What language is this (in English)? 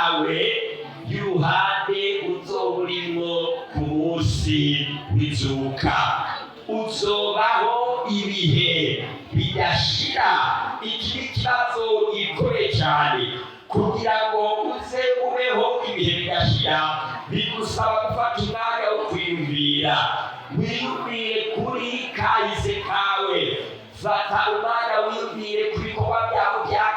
Rundi